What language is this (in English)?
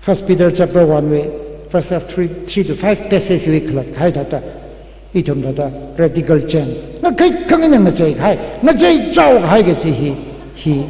Tangkhul Naga (India)